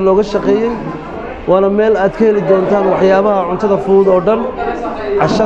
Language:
Somali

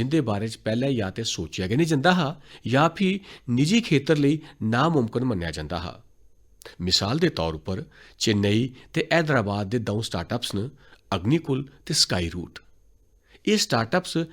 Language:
Dogri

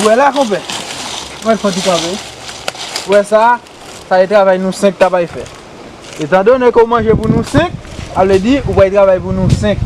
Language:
Haitian Creole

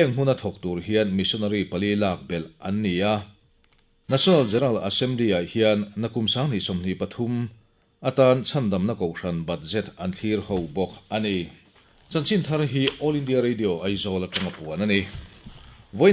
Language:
Mizo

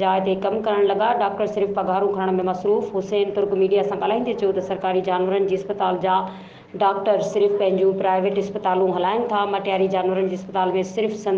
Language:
Sindhi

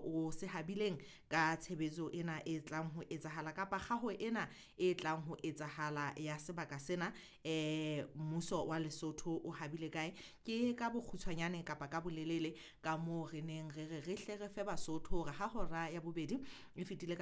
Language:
Southern Sotho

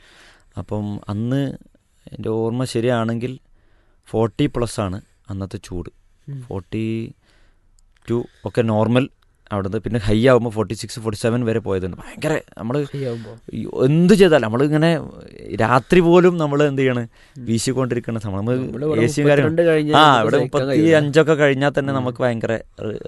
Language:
Malayalam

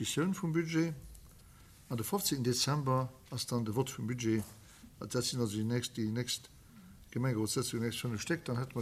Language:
Luxembourgish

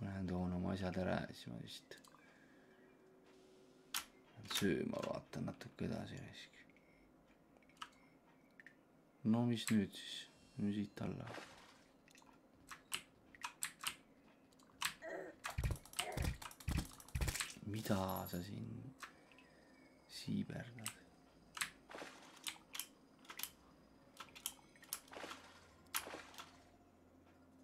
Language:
Estonian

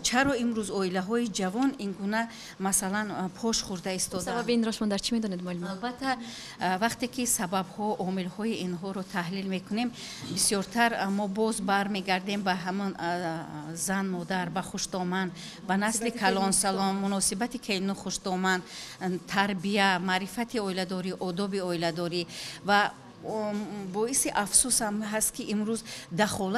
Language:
Tajik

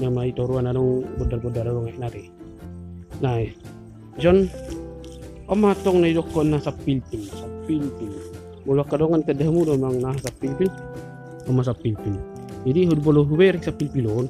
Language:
Batak Toba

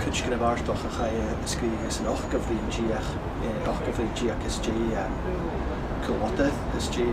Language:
Scottish Gaelic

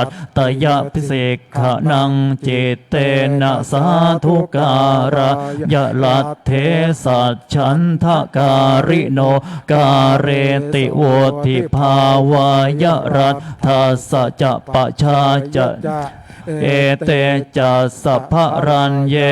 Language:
Pali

